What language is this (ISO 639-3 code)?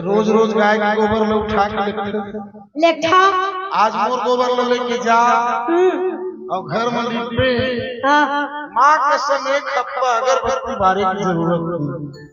hne